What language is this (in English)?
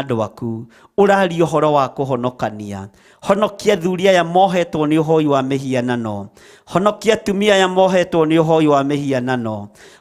Kikuyu